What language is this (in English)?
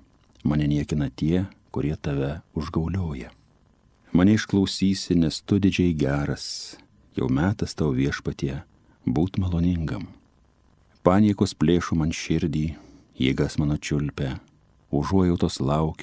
Lithuanian